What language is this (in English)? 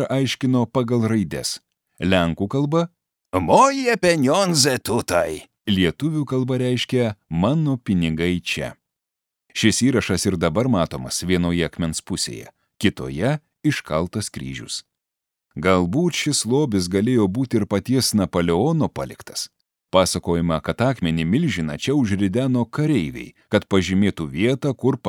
Lithuanian